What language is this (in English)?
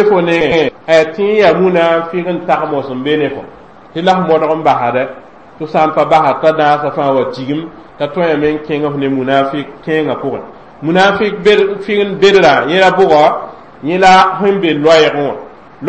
Mossi